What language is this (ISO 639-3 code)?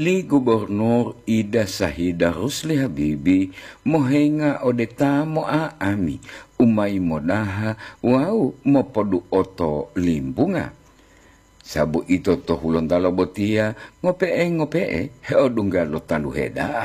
gor